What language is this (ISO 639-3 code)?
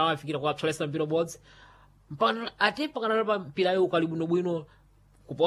seh